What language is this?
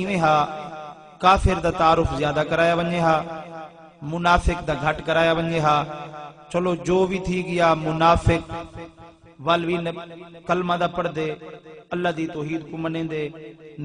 Saraiki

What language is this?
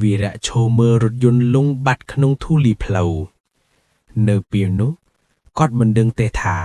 Khmer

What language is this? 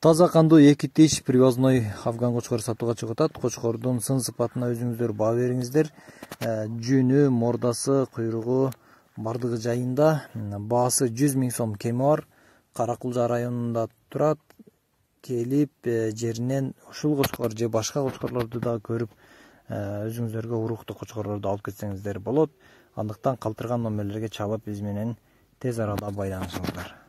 Kyrgyz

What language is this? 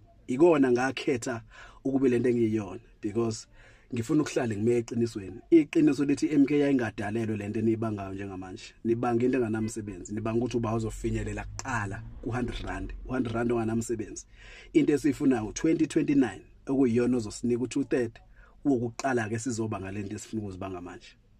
Zulu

